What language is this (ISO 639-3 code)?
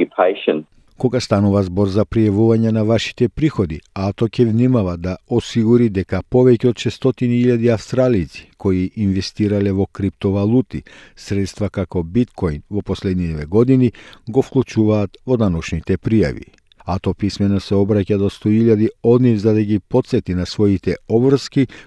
mkd